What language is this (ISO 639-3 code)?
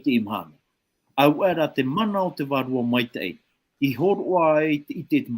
tah